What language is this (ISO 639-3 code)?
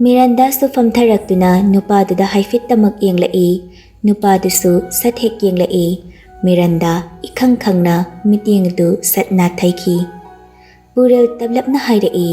mni